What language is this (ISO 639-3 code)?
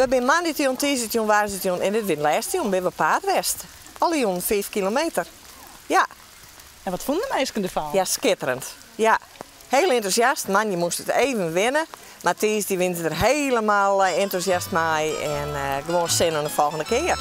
fry